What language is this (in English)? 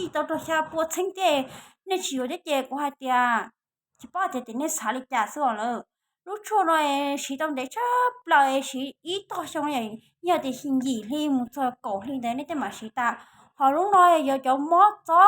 Hmong